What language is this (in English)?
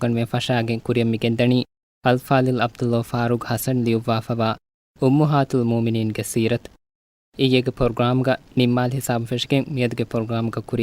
Divehi